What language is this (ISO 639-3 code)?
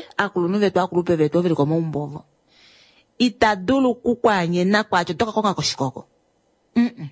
kua